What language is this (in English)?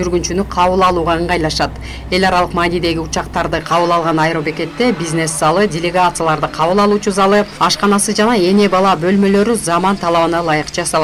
Kyrgyz